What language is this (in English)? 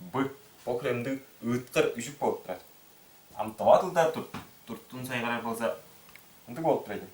Tuvinian